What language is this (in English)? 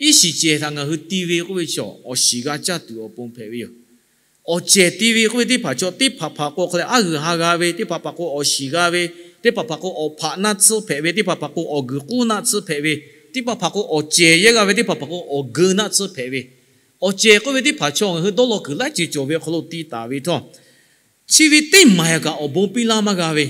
Lahu